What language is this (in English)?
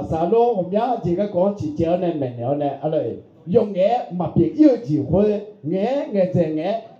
Akha